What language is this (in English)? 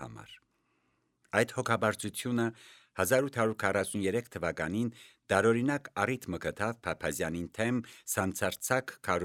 Armenian